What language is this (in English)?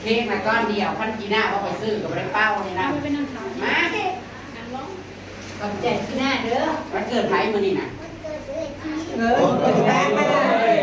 Northeastern Thai